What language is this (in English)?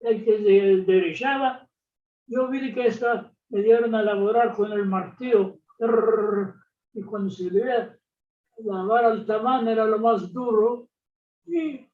Ladino